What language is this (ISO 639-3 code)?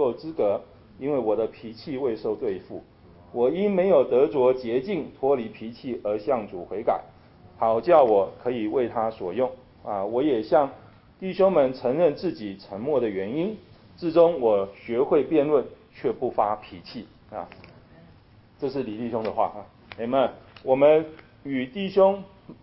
zho